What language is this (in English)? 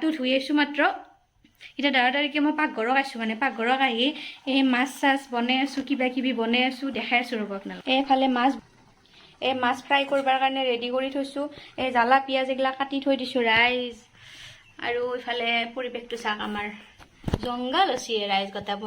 Assamese